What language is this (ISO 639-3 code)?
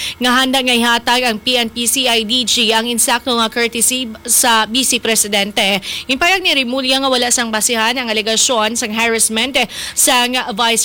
hil